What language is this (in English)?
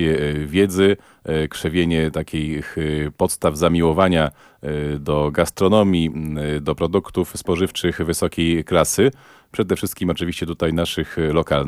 Polish